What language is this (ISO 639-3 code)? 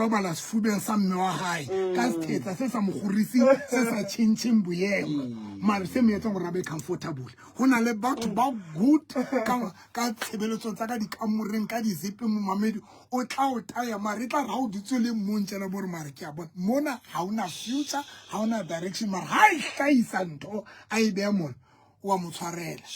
sot